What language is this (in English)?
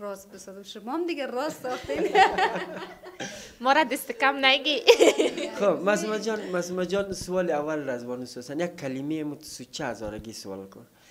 Persian